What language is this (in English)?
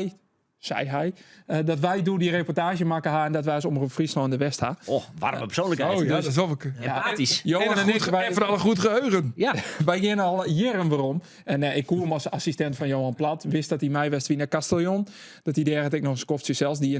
Western Frisian